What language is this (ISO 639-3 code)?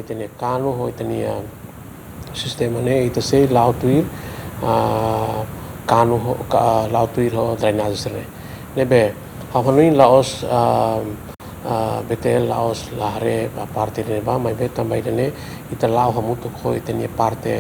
tet